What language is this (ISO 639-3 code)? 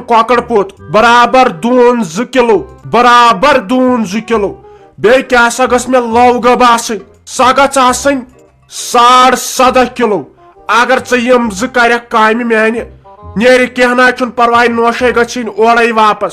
kas